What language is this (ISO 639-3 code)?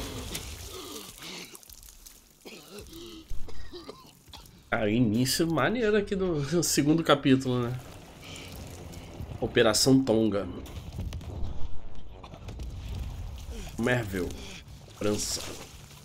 por